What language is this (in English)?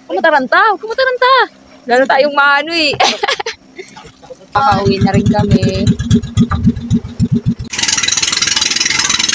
Filipino